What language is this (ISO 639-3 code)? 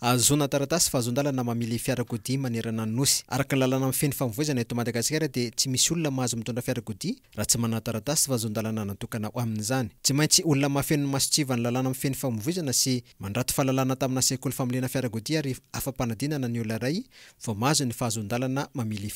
mlg